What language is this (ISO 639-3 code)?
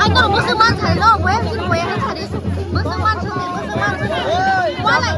trp